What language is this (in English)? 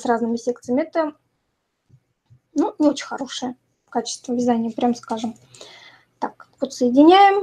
Russian